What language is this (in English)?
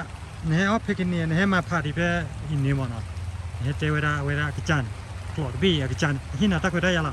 S'gaw Karen